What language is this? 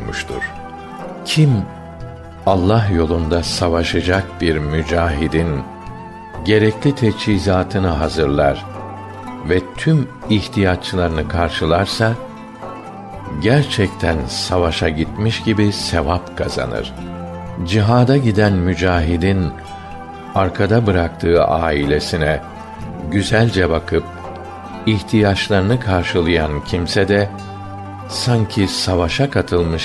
Turkish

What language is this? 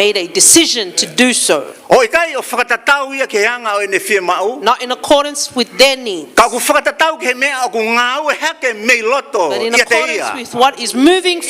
Tongan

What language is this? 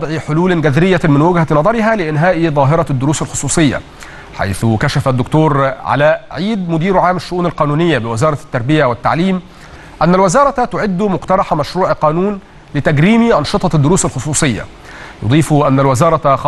Arabic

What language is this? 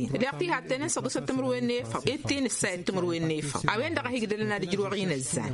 Tamasheq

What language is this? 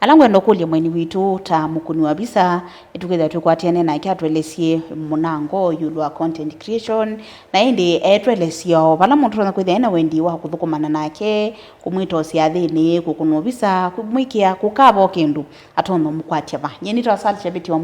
Kamba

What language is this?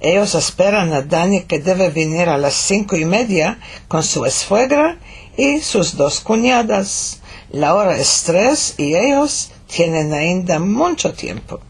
Ladino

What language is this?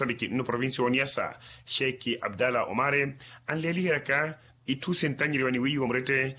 Makhuwa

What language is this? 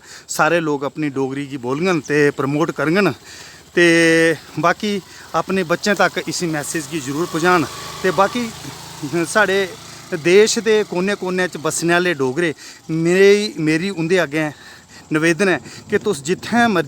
Dogri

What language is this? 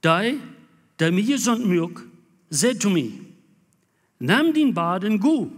Plautdietsch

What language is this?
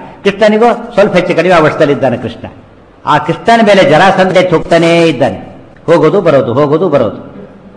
Kannada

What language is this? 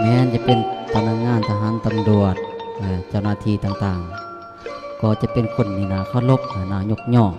Lao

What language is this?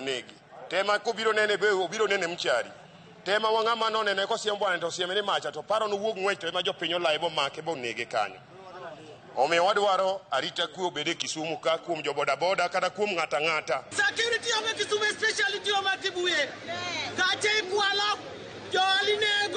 Luo (Kenya and Tanzania)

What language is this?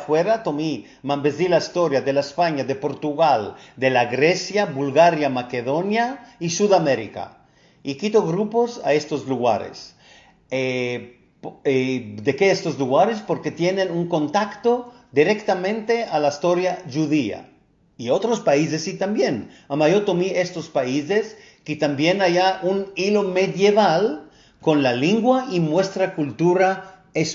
Ladino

